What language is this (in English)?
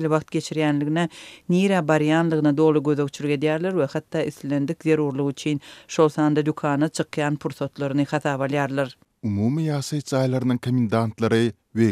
Turkmen